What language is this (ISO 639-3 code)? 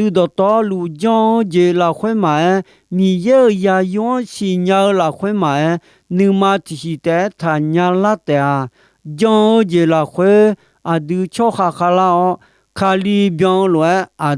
ahk